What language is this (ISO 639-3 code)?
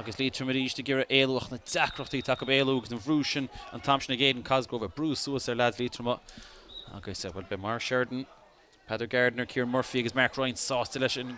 gle